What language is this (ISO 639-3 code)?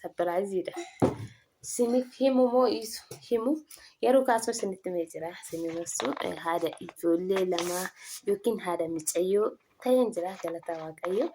orm